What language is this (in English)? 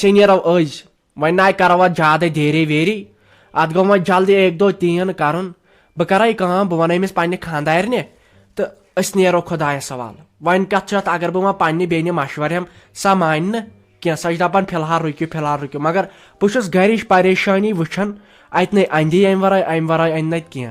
Kashmiri